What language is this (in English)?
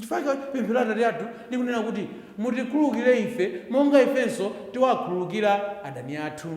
Nyanja